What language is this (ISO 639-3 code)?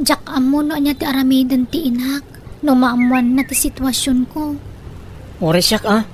ilo